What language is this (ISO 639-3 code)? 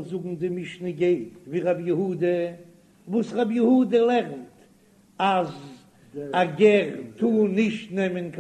yid